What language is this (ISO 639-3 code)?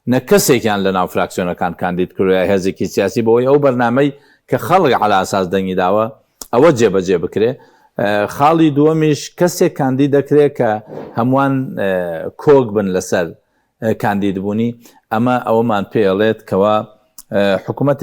ckb